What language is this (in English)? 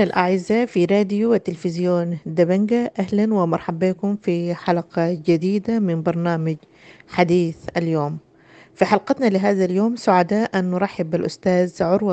Sudanese Arabic